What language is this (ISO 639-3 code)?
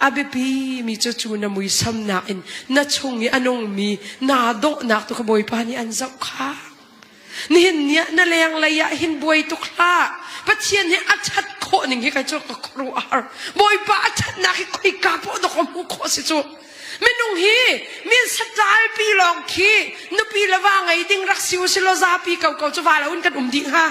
cnh